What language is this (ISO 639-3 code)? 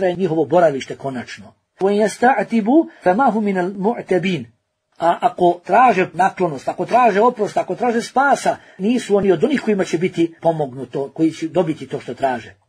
bos